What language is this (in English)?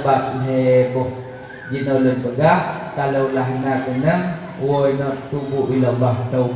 Achinese